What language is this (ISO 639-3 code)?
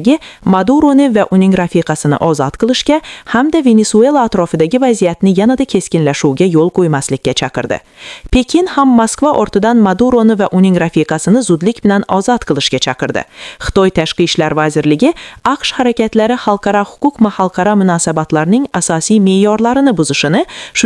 uzb